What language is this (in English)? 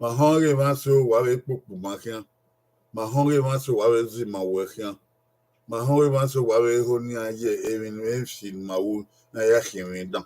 Bini